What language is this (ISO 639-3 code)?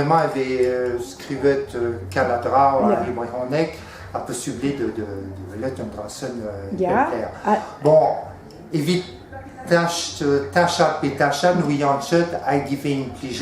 bre